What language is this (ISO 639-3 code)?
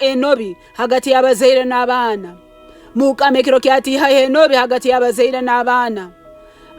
nyn